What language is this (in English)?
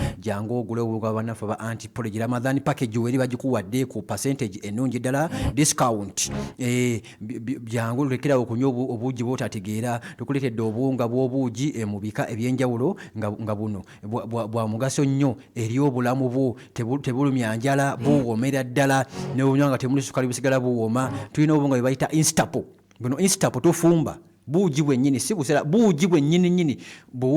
Ganda